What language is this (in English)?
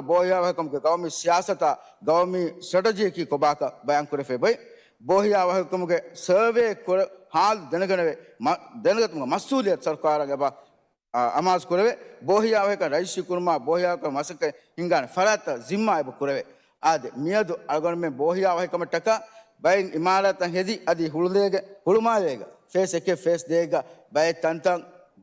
Divehi